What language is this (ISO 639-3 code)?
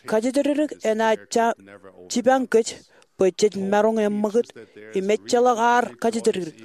mah